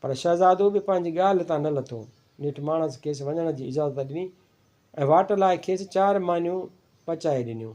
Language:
Sindhi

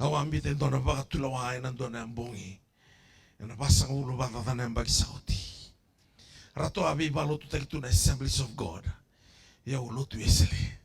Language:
Fijian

